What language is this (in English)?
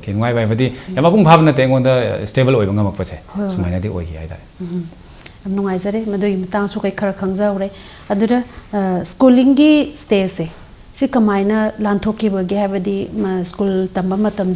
Manipuri